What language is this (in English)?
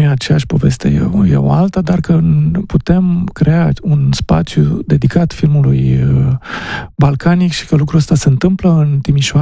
Romanian